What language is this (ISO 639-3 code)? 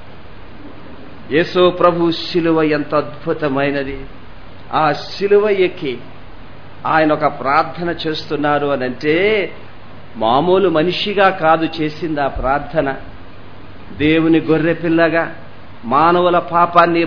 tel